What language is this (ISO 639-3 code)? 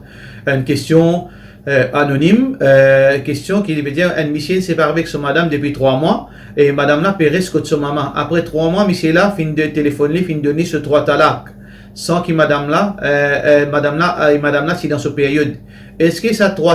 mfe